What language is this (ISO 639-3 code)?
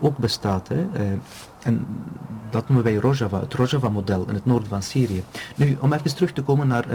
nld